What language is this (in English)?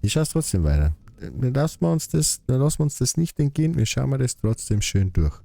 Bavarian